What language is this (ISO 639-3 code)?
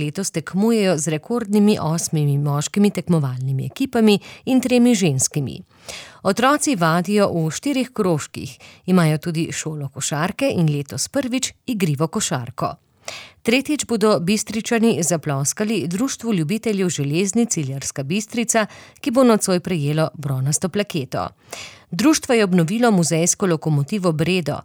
slv